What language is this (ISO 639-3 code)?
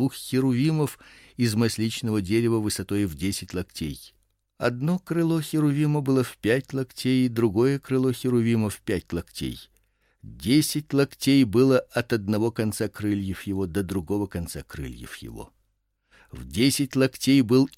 rus